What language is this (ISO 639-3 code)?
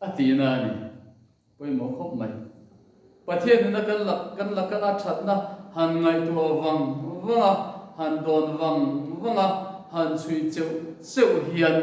lus